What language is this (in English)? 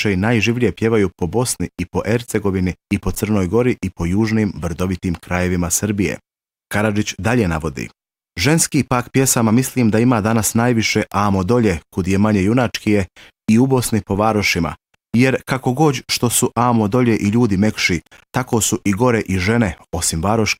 Bosnian